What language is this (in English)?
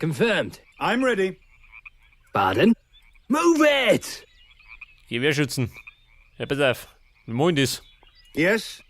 Bavarian